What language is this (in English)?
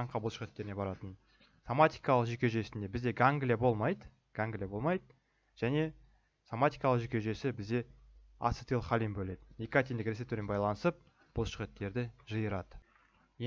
Kazakh